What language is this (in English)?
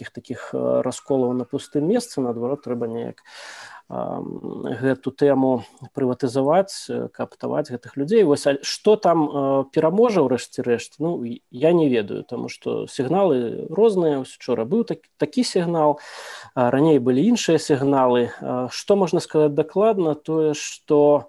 Belarusian